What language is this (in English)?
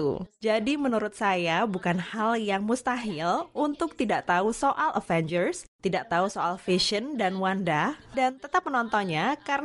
Indonesian